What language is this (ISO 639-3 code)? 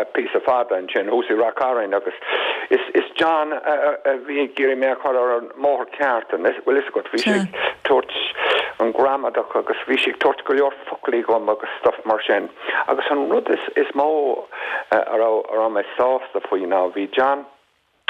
gle